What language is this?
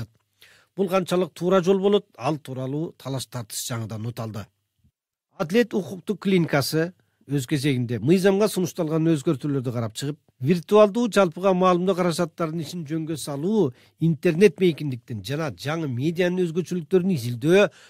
Kyrgyz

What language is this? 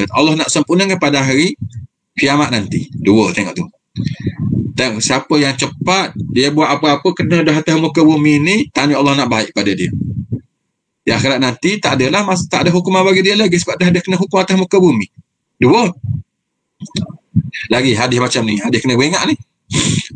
Malay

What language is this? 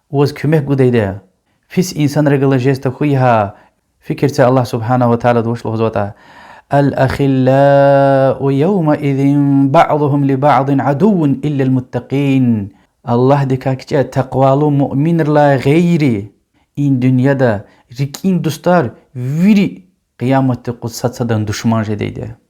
Lezghian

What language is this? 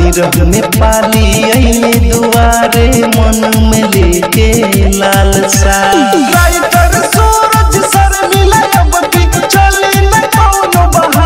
Bhojpuri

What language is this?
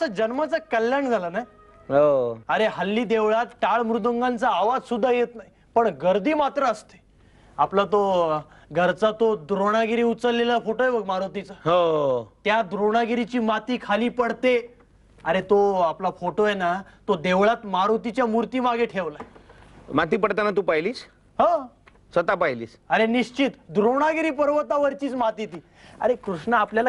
Marathi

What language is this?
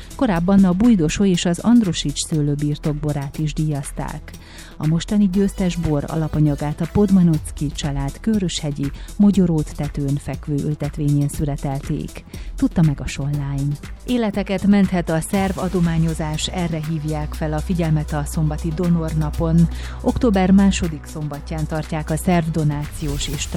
Hungarian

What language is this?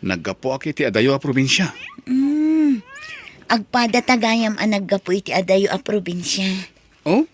Iloko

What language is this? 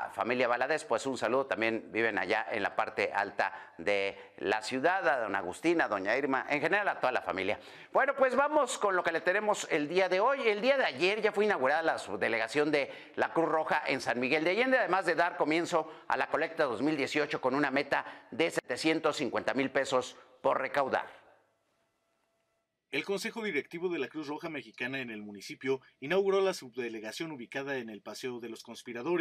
Spanish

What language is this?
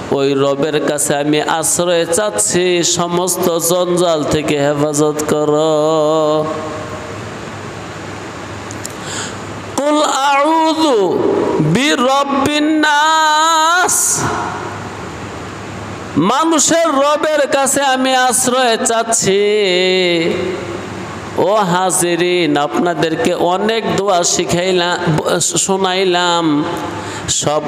Bangla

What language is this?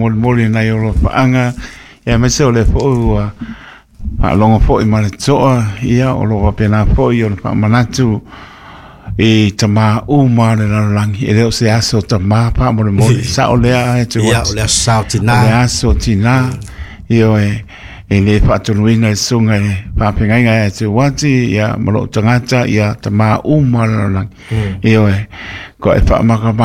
Samoan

